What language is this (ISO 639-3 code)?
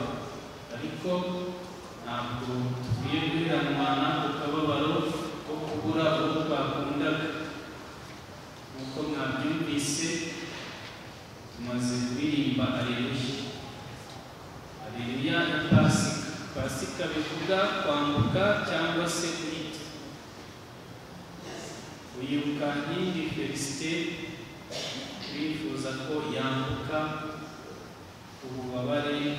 kin